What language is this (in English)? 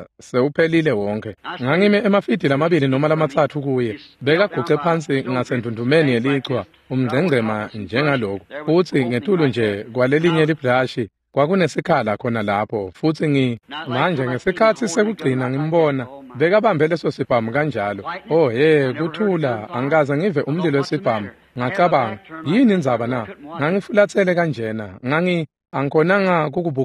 Swati